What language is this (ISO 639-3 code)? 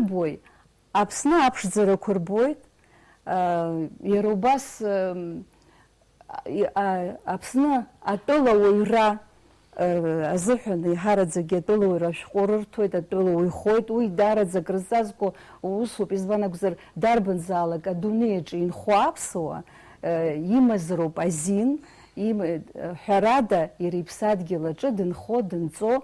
abk